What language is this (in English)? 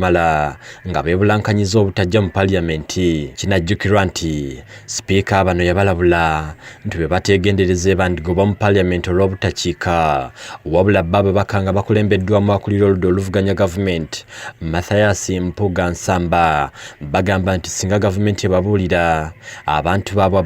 Ganda